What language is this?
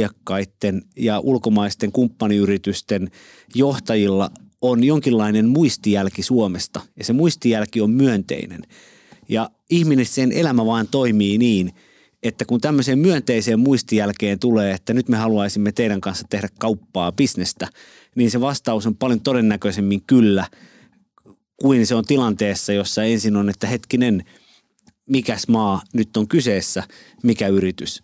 Finnish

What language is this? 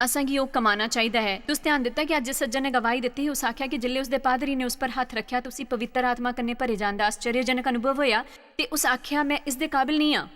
Dogri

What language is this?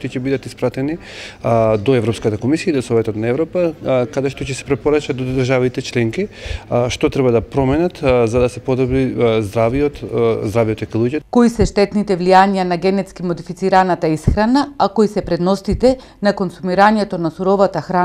Macedonian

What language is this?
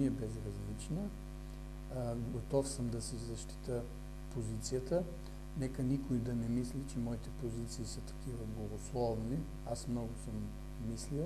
Bulgarian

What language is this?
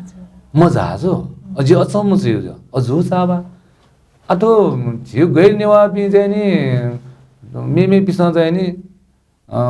Newari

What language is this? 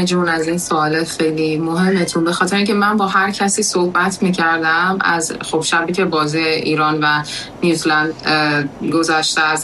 Persian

